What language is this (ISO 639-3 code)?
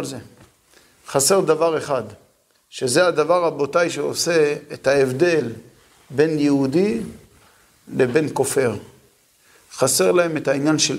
heb